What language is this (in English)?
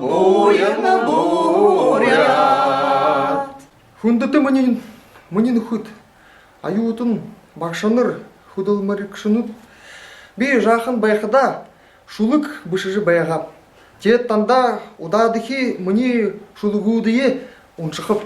Buriat